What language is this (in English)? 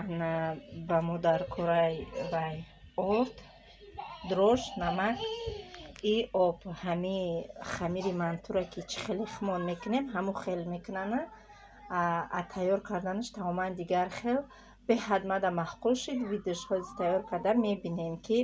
Tajik